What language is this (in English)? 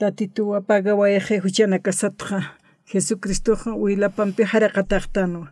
Aymara